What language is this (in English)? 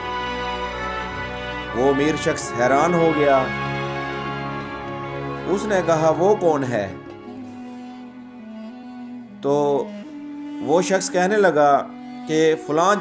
Urdu